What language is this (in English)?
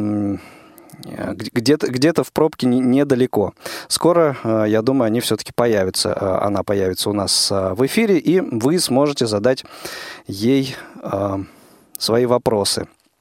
Russian